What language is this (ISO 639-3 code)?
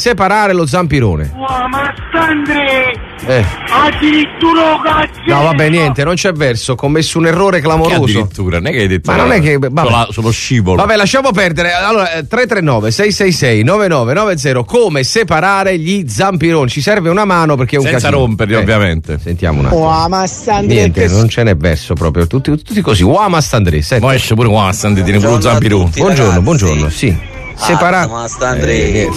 ita